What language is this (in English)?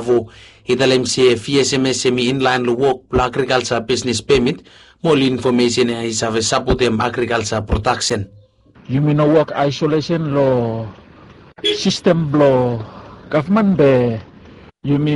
Bislama